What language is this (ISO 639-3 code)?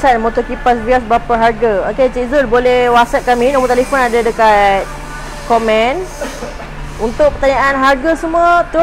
msa